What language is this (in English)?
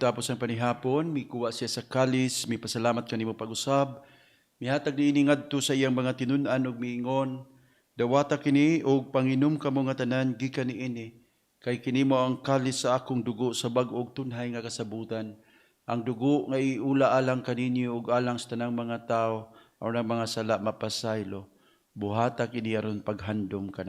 Cebuano